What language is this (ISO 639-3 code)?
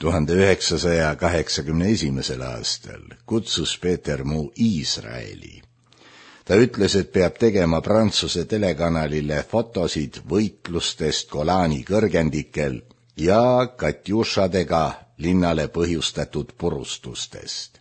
est